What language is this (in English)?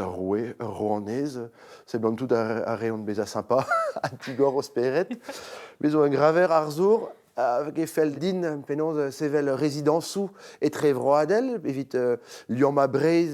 Breton